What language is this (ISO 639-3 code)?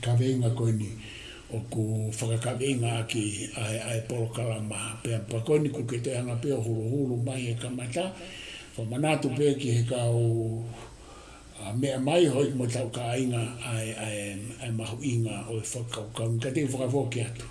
ton